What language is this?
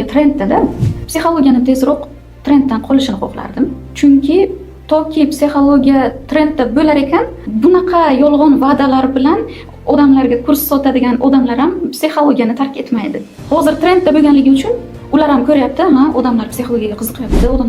Uzbek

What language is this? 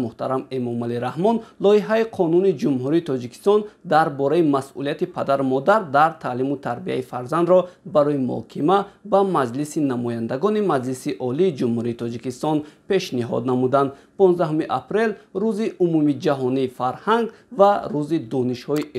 Tajik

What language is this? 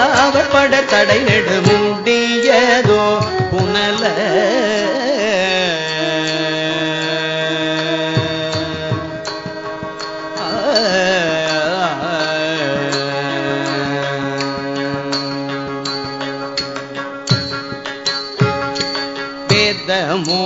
Tamil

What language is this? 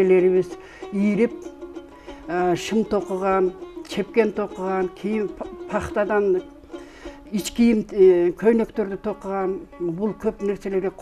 Kyrgyz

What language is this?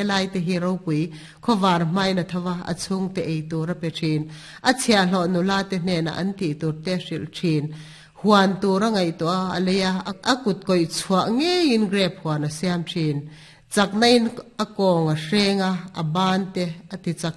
Mizo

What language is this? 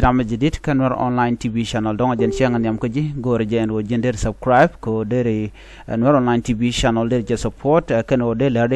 Nuer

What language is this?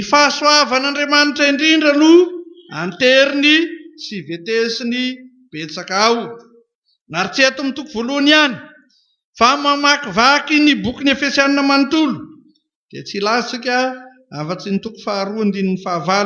Malagasy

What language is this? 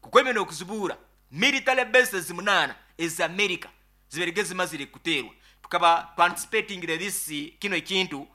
Nyankole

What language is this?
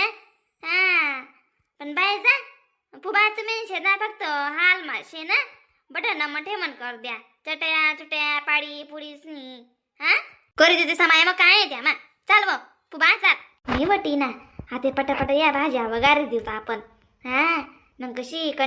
Khandesi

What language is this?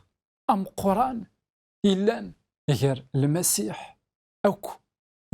Kabyle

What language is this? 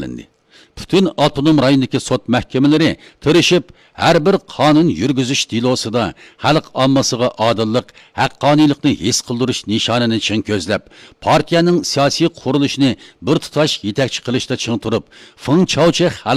Uyghur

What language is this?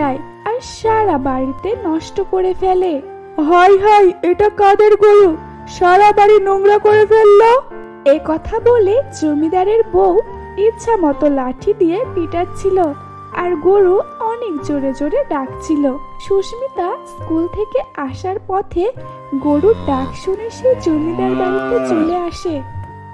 Bangla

